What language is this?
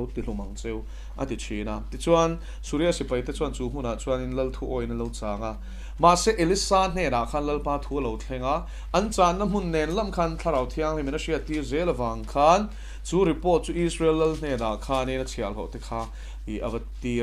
Mizo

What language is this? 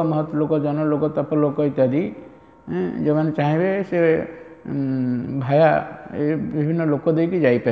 Odia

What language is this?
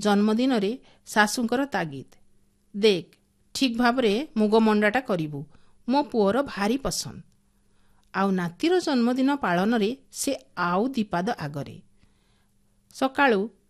Odia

